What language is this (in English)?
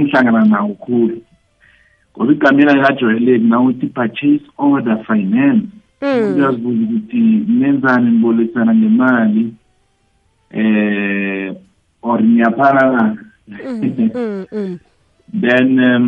South Ndebele